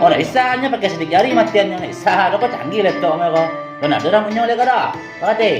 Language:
Minangkabau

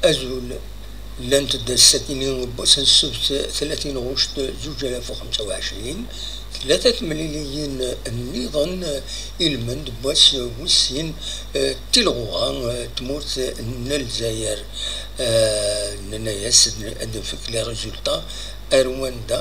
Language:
Kabyle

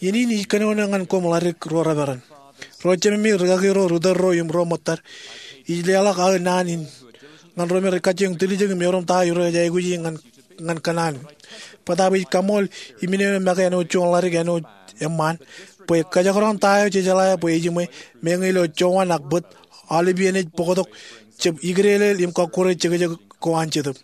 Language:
Marshallese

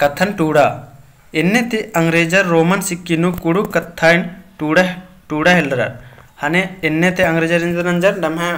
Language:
Kurukh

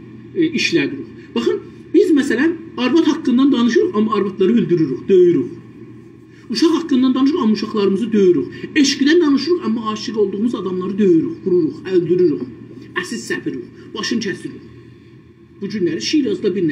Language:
South Azerbaijani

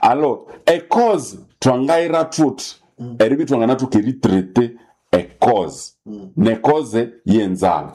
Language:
Nande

